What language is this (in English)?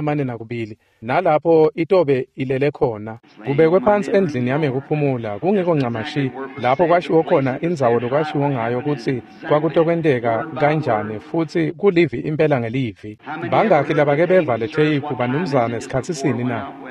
Swati